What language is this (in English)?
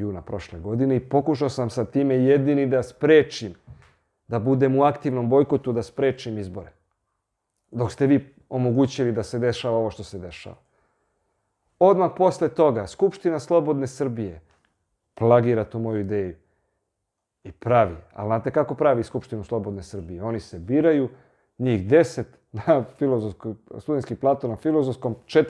Serbian